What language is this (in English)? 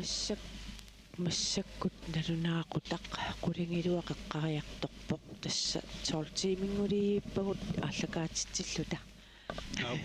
Kalaallisut